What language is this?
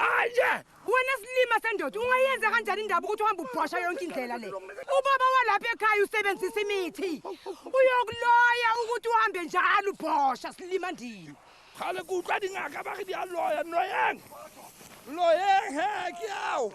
Zulu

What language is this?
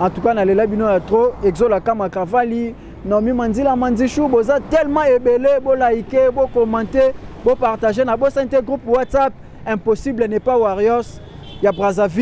Lingala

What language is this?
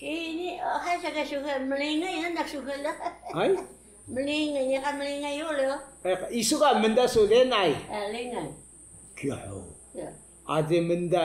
Taroko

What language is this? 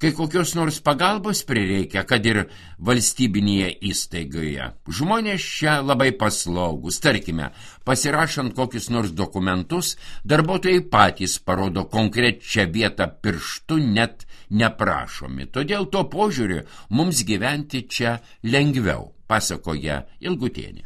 Lithuanian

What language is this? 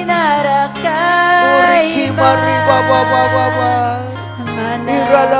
Ayacucho Quechua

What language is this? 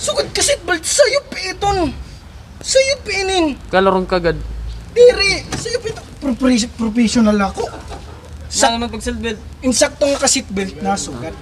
Waray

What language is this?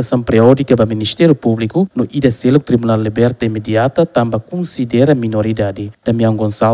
Tetum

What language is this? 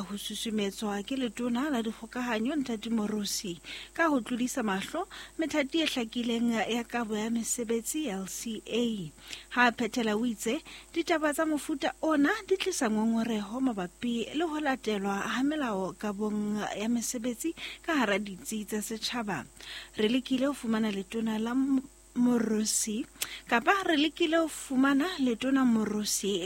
Southern Sotho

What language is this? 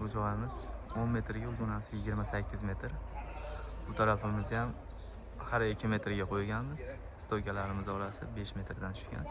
Uzbek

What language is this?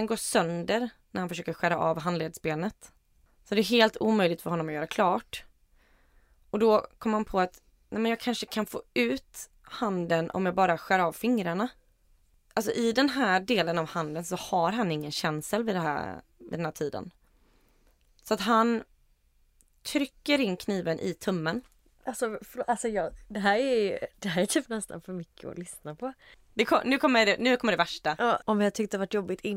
Swedish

